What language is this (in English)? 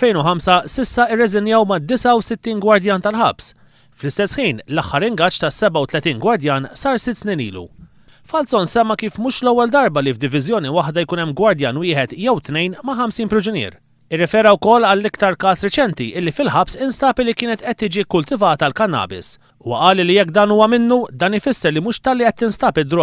Maltese